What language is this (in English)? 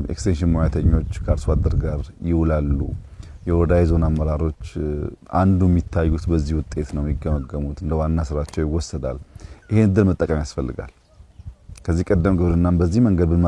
Amharic